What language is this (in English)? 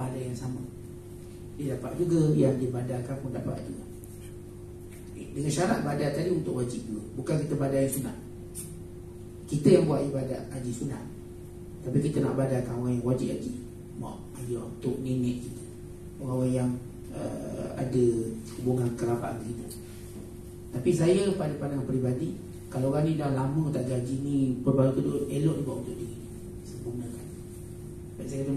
Malay